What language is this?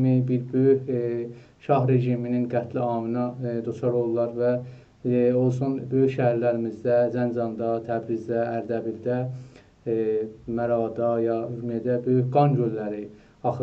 South Azerbaijani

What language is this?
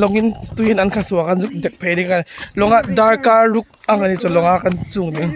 Mizo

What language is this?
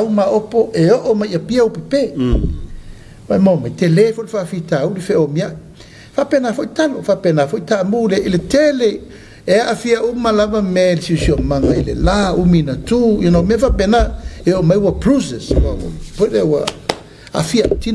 Samoan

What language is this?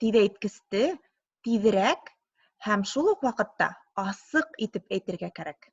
Bashkir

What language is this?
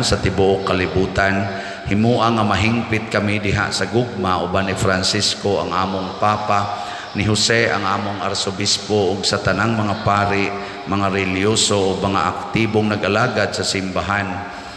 Cebuano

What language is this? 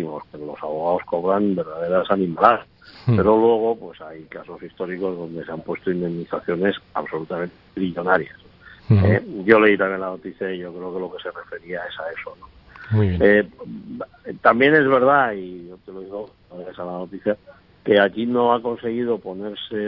Spanish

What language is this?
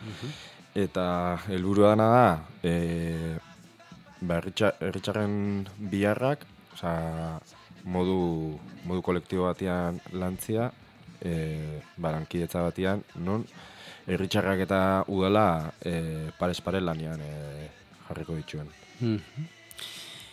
Basque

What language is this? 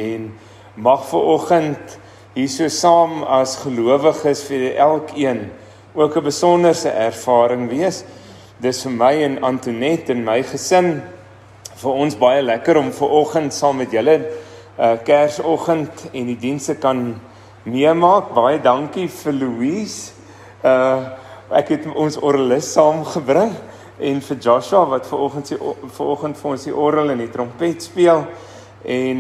Afrikaans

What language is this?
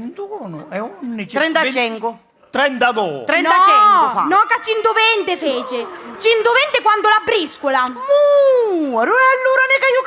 Sicilian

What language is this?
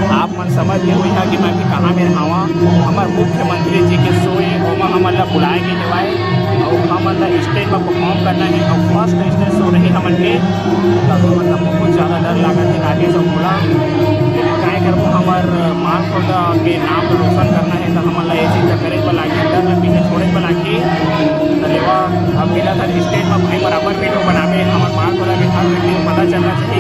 Chhattisgarhi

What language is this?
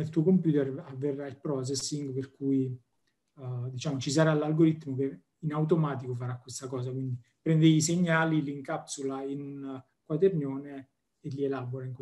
Italian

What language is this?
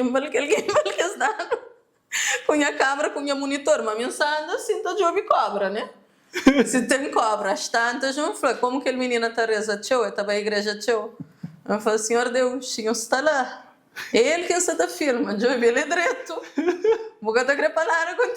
Kabuverdianu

